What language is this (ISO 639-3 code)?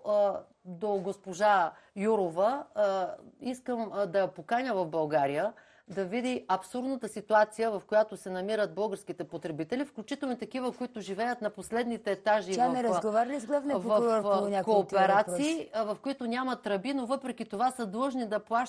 bul